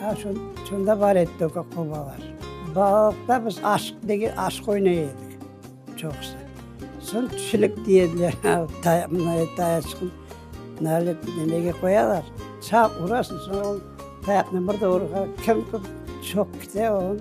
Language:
Crimean Tatar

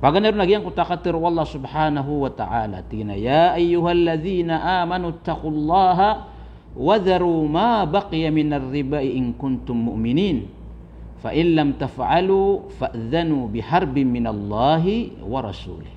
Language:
Maranao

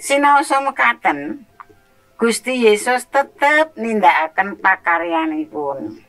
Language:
Javanese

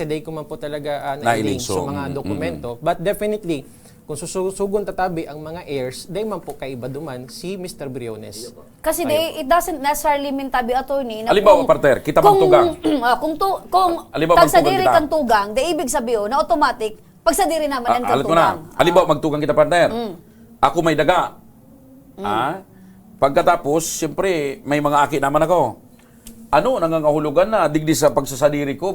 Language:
Bikol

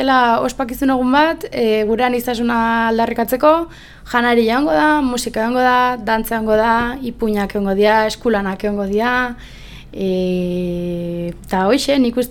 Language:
Basque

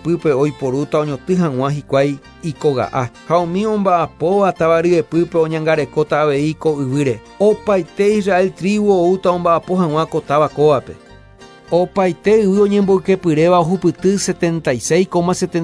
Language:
Guarani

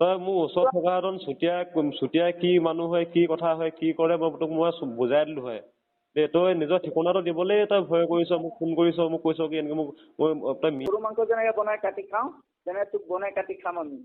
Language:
Assamese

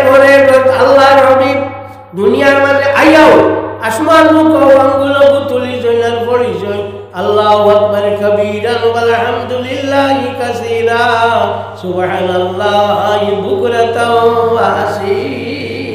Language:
Sylheti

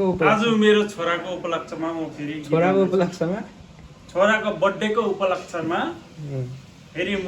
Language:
Nepali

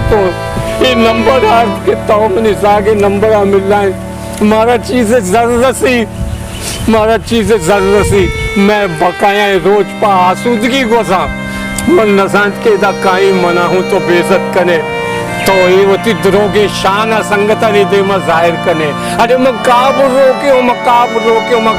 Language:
Baluchi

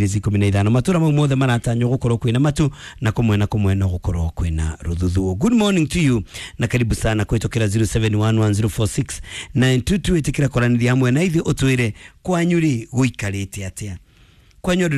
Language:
Kikuyu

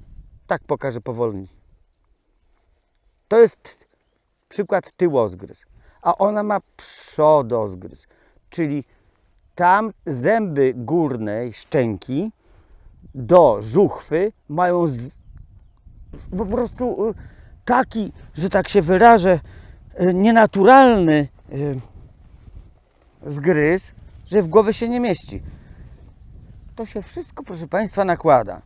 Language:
Polish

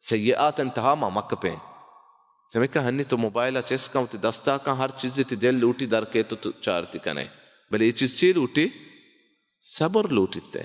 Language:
Baluchi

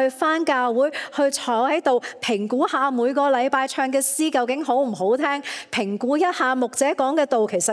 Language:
Cantonese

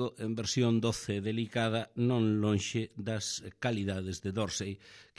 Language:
Galician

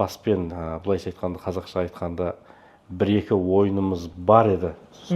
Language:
Kazakh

